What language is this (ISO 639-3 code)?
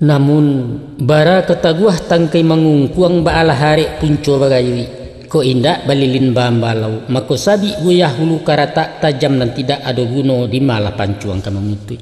min